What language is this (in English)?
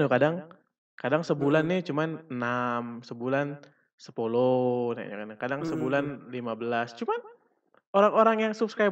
Musi